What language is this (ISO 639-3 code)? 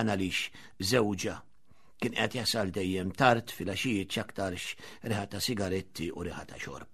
mlt